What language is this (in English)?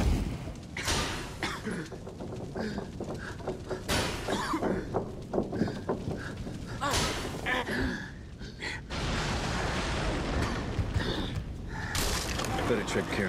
Russian